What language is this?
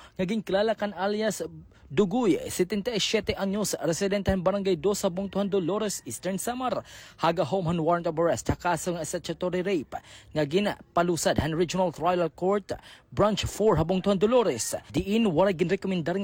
Waray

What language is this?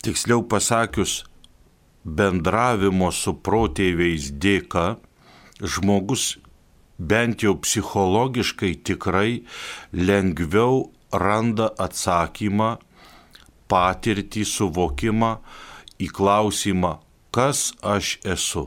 Lithuanian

